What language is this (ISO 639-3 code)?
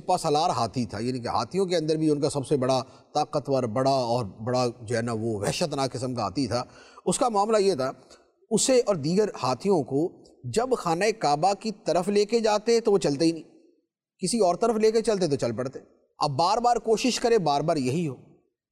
urd